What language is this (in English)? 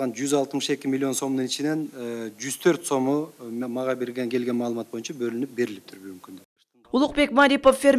Kyrgyz